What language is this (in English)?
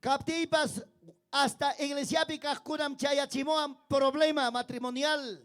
Ayacucho Quechua